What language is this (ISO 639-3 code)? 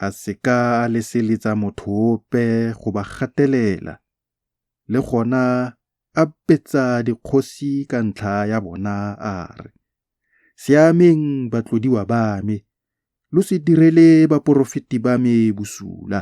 tsn